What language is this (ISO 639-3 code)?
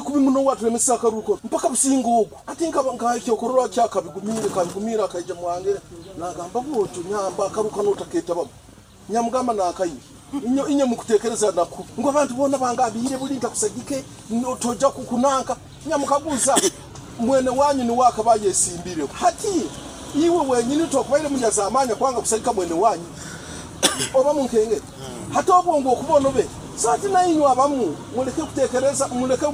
nyo